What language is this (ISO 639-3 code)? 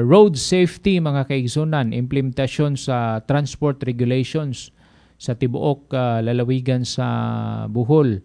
ceb